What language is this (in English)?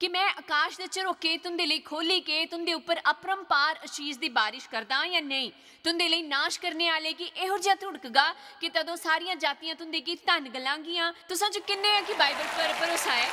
Dogri